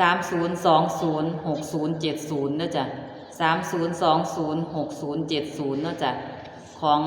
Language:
Northeastern Thai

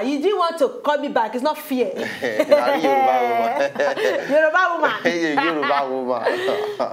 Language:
Nigerian Pidgin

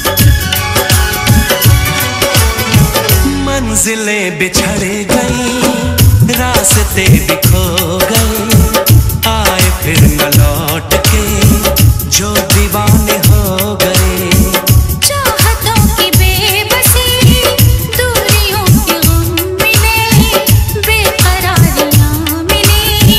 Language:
Hindi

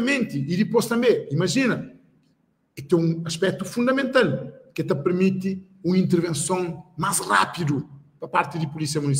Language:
Kabuverdianu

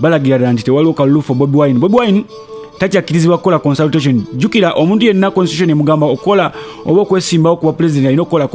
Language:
Ganda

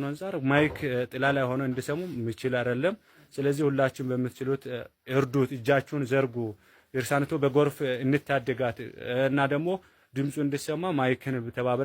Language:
Amharic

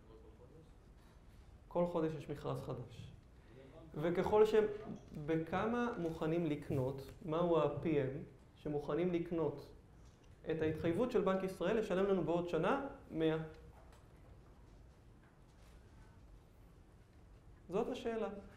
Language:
Hebrew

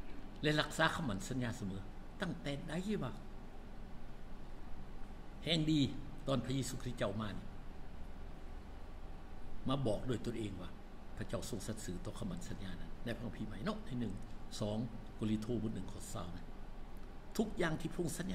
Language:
Thai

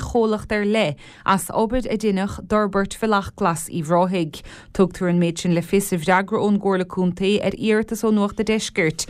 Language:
Irish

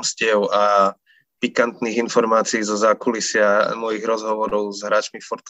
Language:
Slovak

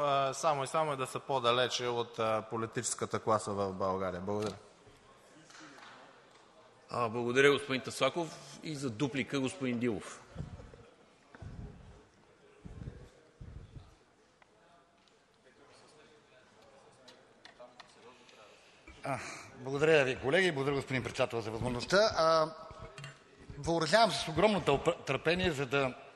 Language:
Bulgarian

